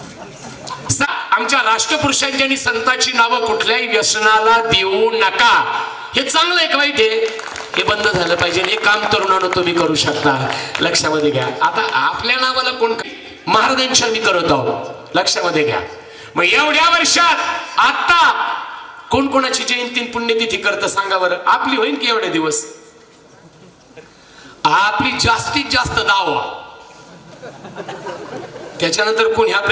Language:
Marathi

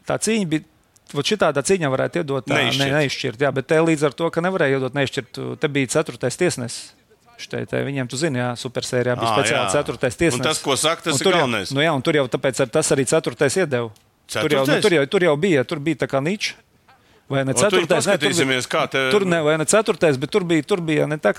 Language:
Latvian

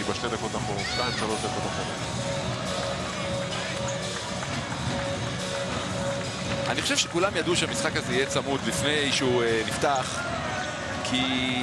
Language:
Hebrew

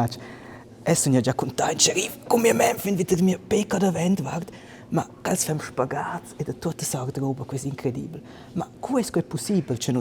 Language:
Romansh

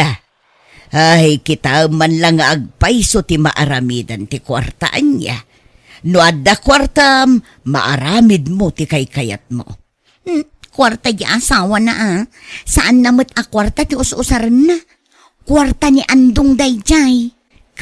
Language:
Iloko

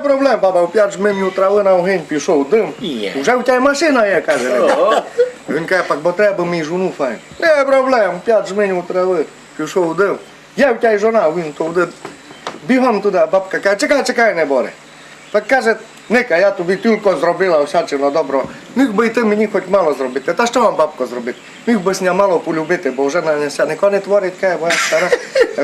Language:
Rusyn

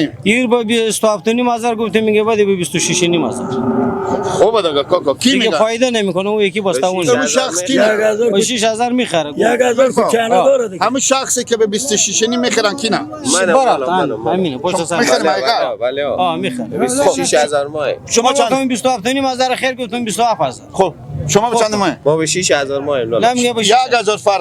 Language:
Persian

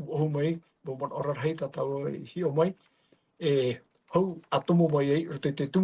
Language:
Tahitian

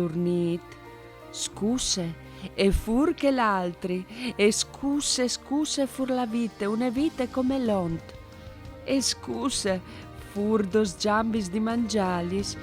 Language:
Friulian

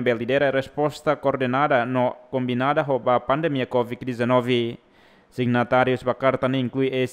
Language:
Tetum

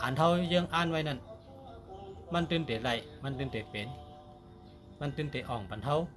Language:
Shan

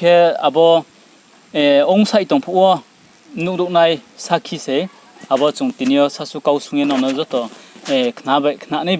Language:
Riang (India)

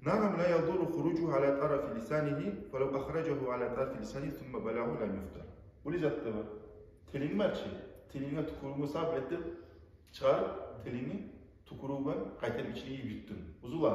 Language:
Kumyk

